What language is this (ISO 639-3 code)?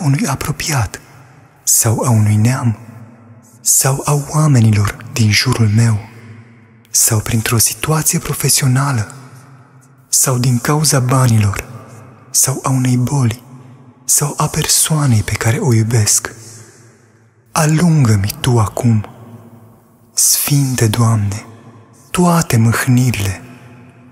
ron